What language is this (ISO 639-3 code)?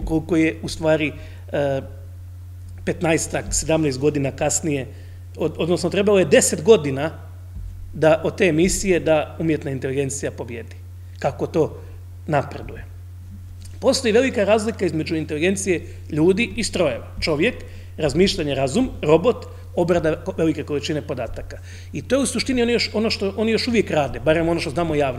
hrv